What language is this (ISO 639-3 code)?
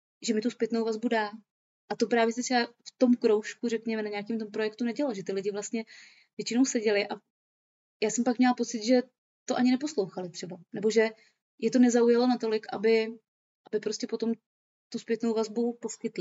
ces